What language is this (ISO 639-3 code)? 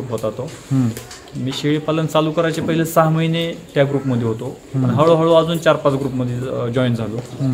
mar